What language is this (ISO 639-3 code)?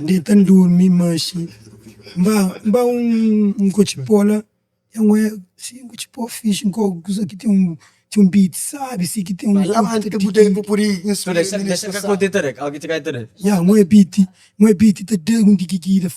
kea